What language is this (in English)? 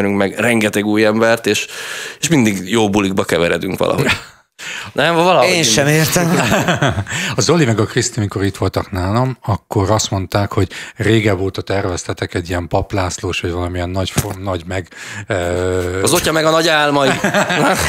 Hungarian